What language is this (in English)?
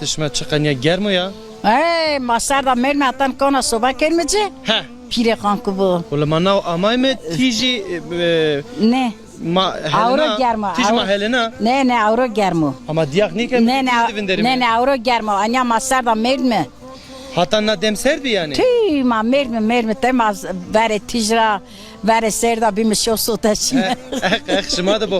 Zaza